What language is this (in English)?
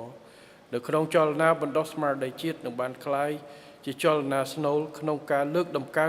Khmer